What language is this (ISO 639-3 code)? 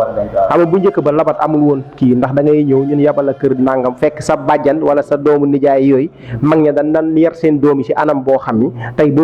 wol